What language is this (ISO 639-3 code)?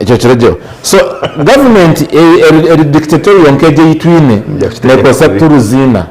nyn